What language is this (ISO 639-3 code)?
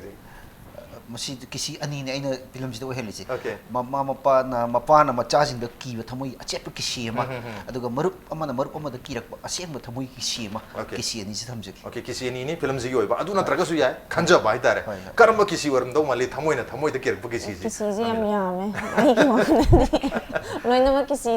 mni